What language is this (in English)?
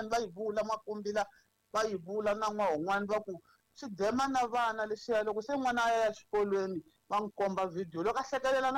Tsonga